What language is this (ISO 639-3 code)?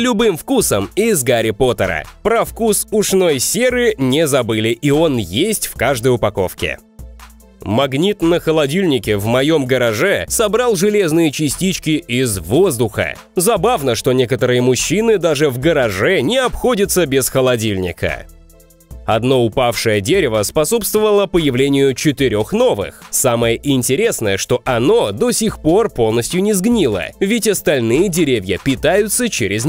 rus